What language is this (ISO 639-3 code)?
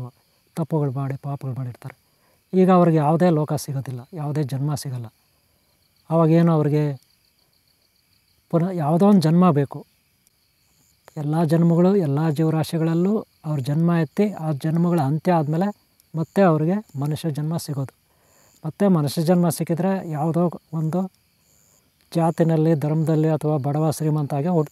kan